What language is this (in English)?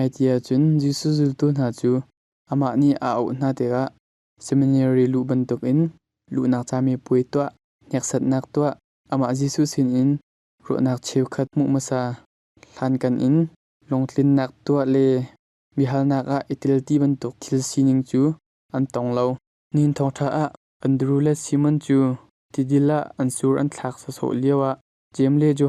Hakha Chin